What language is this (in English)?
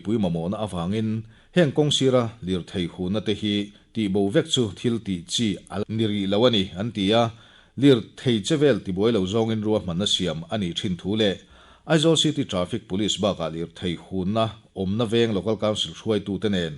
Mizo